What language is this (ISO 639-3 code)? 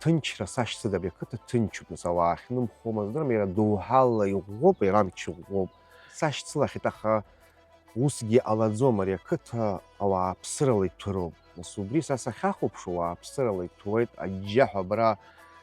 abk